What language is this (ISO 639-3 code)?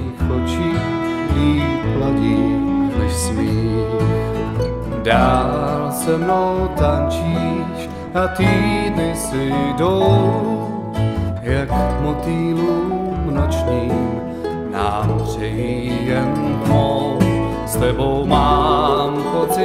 ces